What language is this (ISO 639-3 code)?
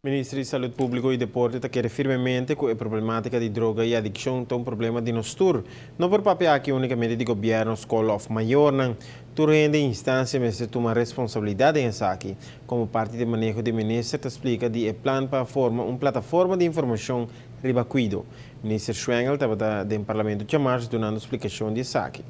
pap